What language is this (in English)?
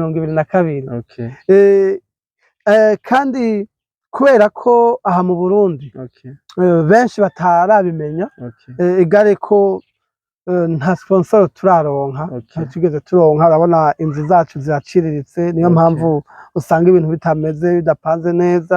Rundi